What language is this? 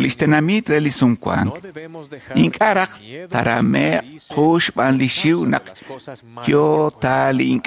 Kekchí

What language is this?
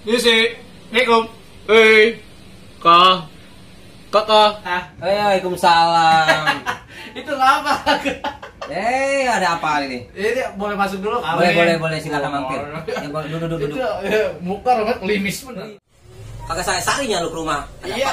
Betawi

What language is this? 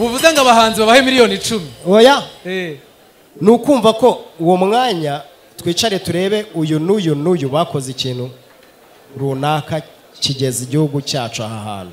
Kinyarwanda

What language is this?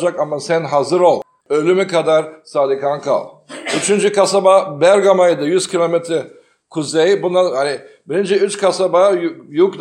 Turkish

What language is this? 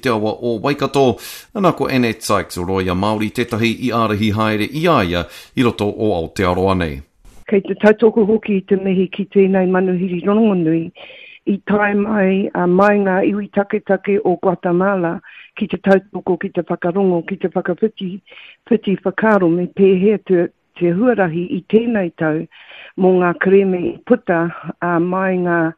Māori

